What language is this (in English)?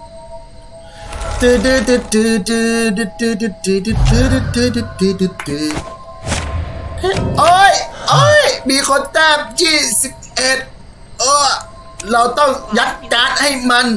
Thai